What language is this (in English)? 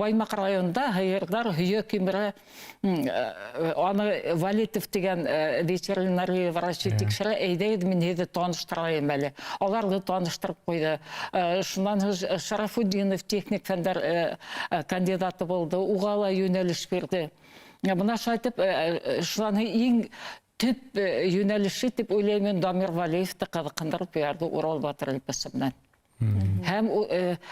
Bashkir